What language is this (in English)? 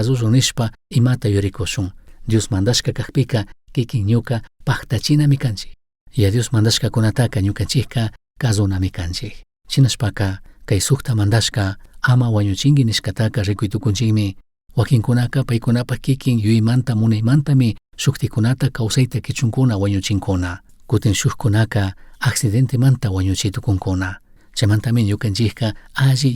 Chimborazo Highland Quichua